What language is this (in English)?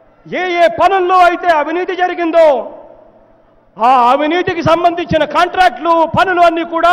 Telugu